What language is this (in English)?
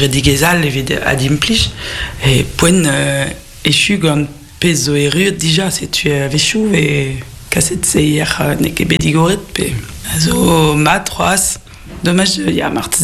Breton